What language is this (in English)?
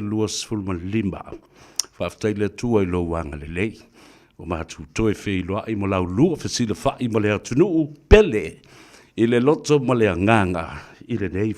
Samoan